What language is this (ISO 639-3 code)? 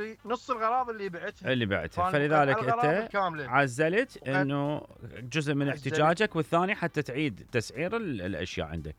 acm